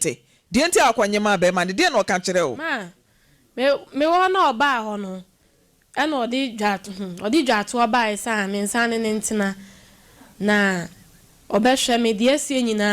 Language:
Akan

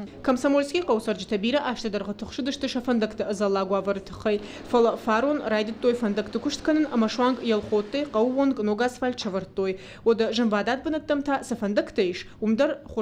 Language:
Ossetic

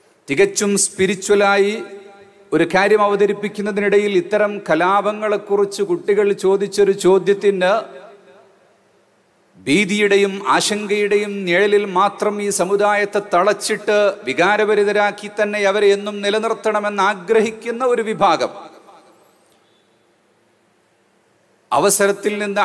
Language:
Malayalam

